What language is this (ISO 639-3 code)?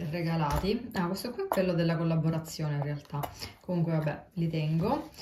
ita